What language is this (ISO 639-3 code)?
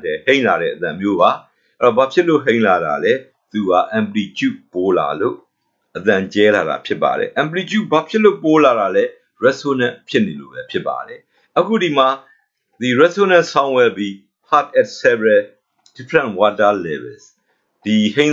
mya